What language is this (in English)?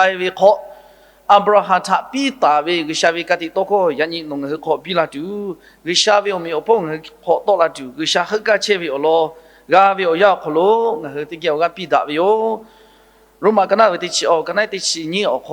Lahu